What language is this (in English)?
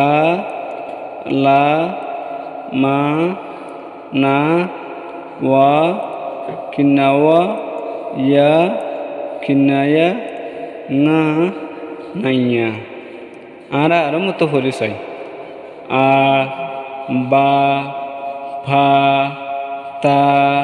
Rohingya